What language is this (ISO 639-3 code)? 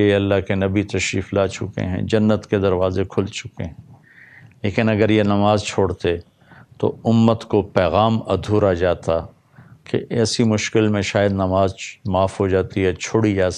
urd